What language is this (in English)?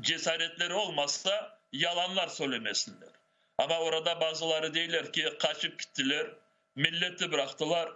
Crimean Tatar